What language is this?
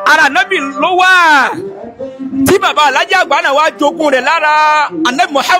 Yoruba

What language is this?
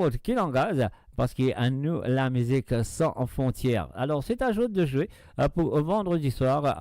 Morisyen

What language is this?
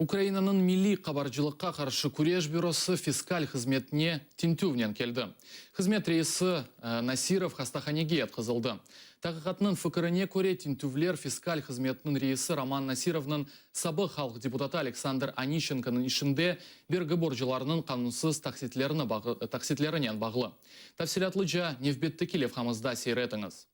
Crimean Tatar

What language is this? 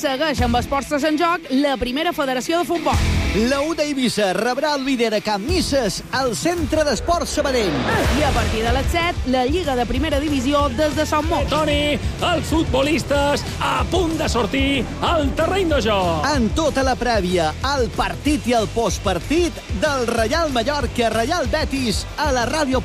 Catalan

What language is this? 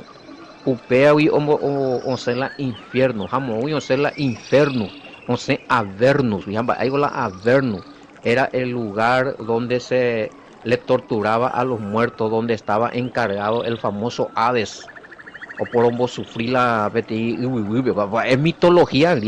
Guarani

